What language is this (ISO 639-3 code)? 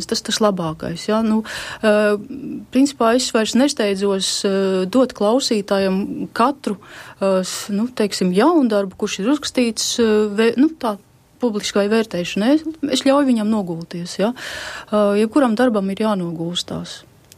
lav